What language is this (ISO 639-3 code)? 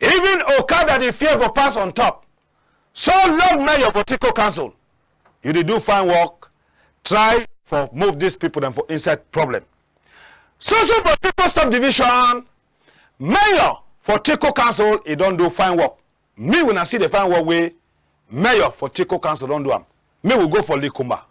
wes